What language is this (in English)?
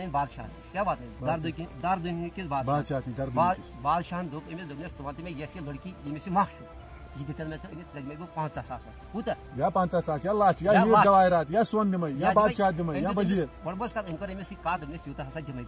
Kashmiri